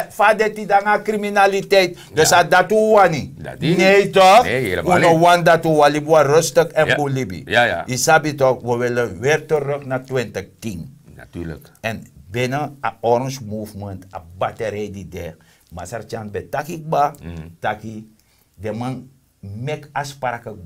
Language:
Sranan Tongo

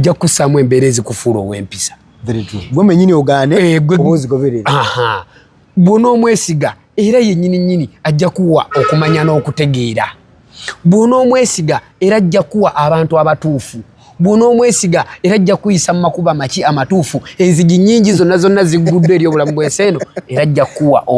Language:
Ganda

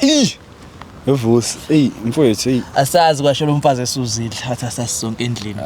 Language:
Zulu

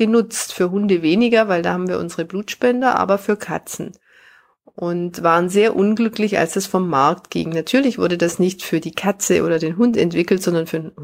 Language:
German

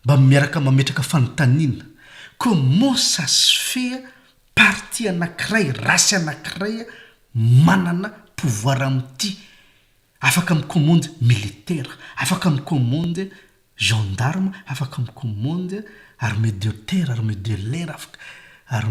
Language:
Malagasy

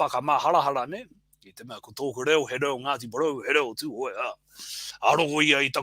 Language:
Māori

